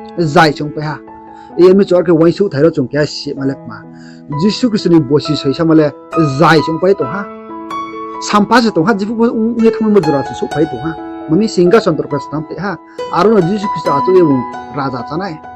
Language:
Riang (India)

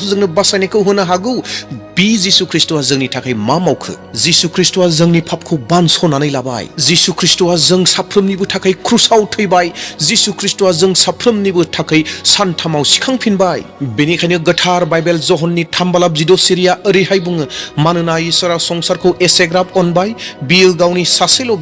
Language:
Bodo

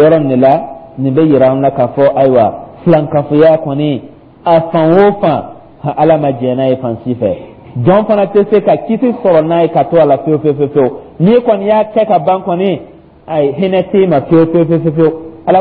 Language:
Dyula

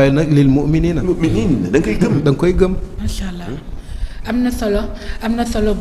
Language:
Wolof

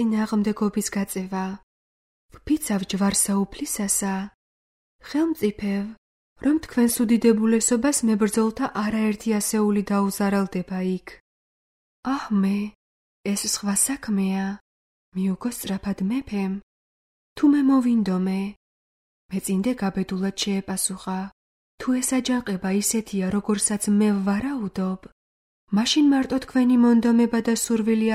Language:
Georgian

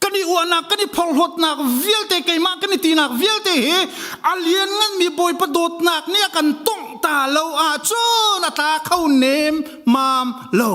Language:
Hakha Chin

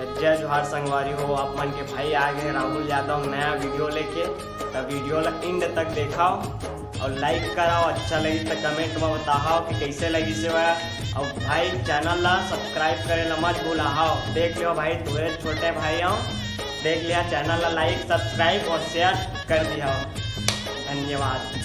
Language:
Chhattisgarhi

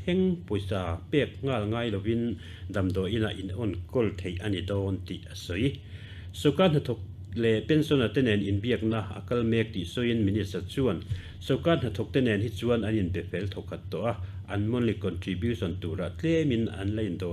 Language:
Mizo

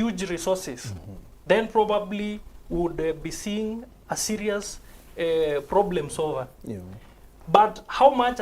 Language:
Meru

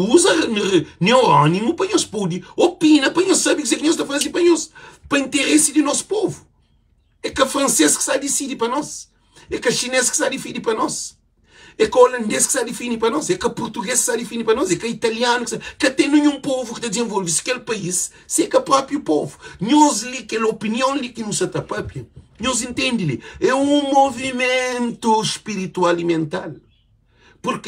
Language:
Kabuverdianu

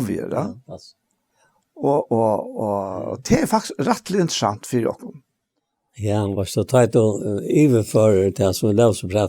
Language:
Faroese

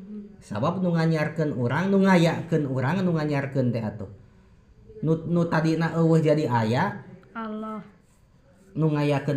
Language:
Sundanese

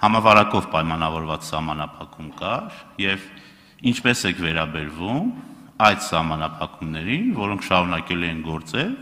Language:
Armenian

